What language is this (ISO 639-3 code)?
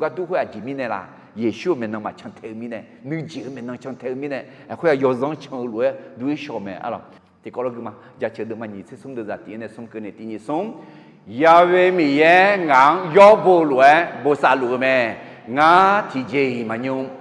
ahk